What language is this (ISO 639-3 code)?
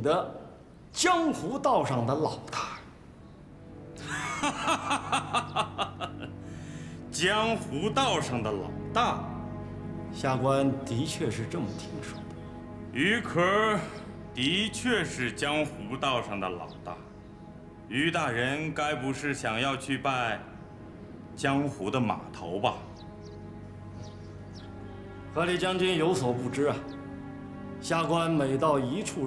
zho